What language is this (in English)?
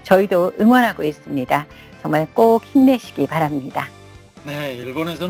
Korean